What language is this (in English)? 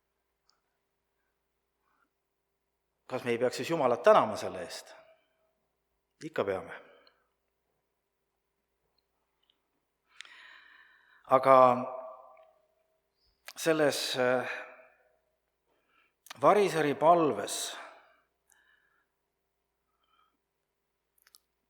Estonian